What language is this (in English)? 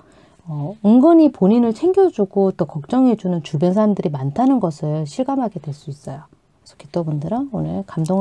Korean